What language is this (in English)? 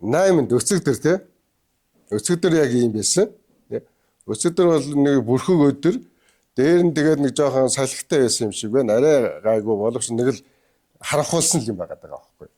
Mongolian